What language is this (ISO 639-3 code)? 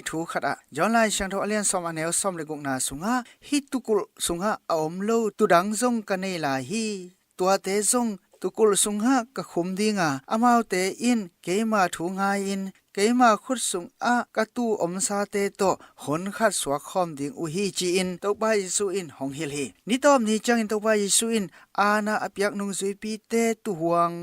ctd